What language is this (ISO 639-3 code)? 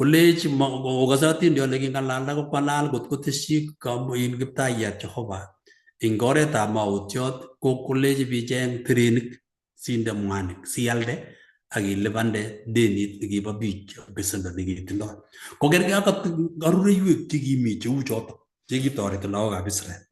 kln